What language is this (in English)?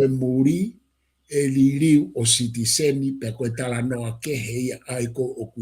Tongan